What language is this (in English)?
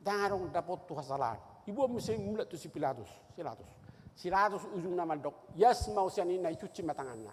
Batak Toba